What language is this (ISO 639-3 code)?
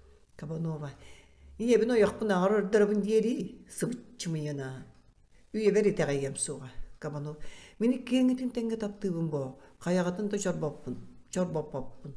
sah